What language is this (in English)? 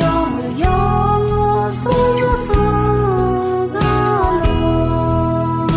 Akha